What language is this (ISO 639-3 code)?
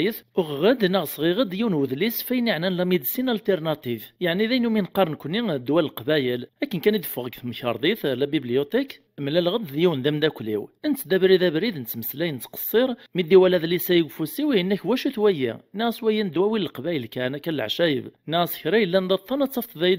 kab